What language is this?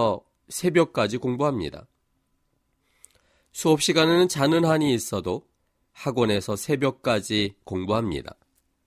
Korean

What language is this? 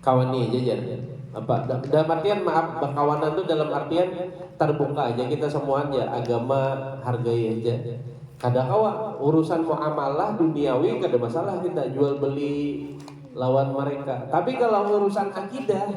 Banjar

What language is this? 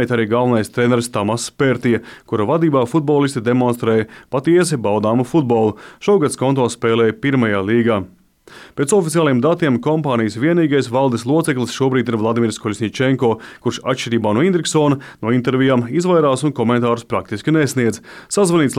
Latvian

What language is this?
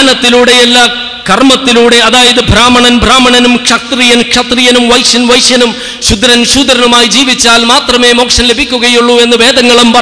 Malayalam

